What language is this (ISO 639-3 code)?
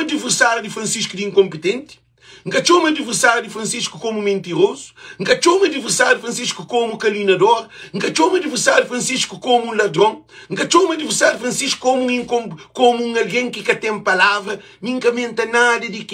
kea